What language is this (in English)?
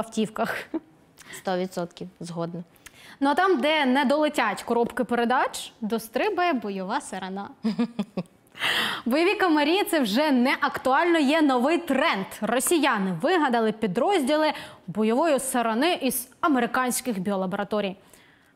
Ukrainian